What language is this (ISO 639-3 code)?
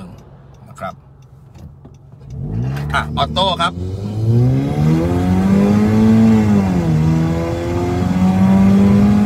tha